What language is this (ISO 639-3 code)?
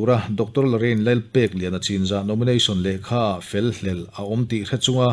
lus